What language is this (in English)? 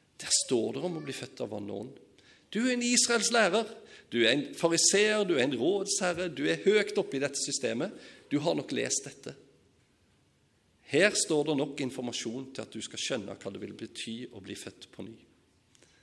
Norwegian